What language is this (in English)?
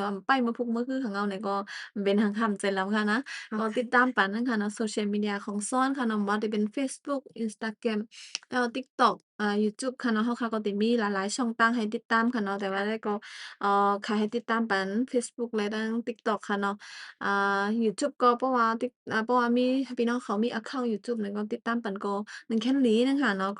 Shan